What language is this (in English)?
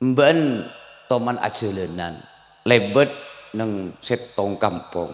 Madurese